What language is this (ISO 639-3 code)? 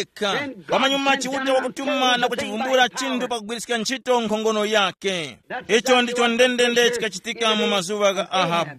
tum